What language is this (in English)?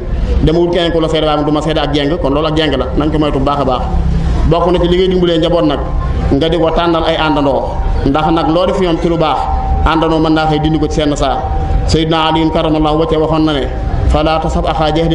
Wolof